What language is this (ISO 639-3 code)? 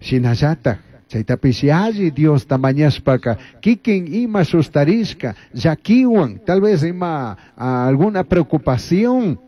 qug